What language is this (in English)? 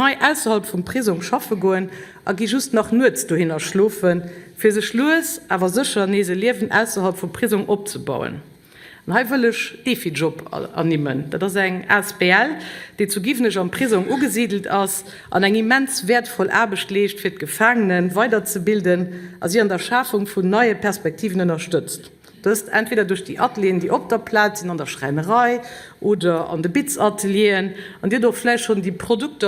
Luxembourgish